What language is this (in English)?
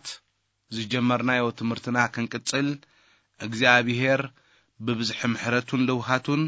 Tigrinya